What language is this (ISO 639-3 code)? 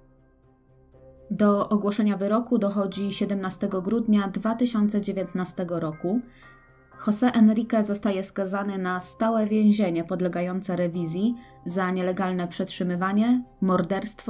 pol